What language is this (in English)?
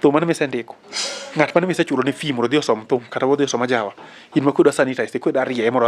Luo (Kenya and Tanzania)